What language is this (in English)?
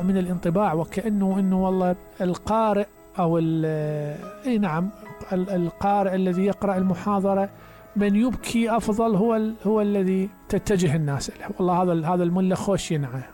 Mesopotamian Arabic